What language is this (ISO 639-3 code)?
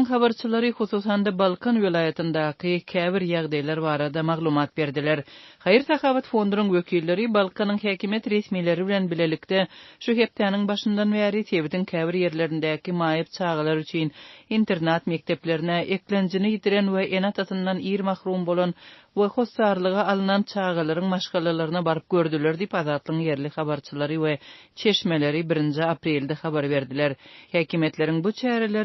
tuk